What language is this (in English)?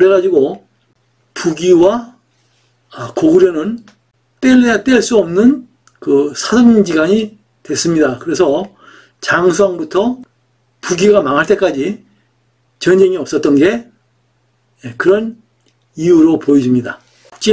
Korean